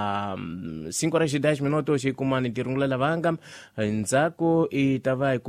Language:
Tsonga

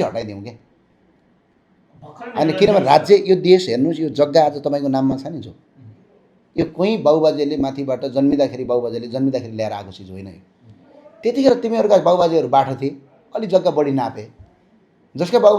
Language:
Nepali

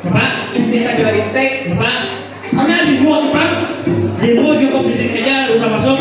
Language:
Banjar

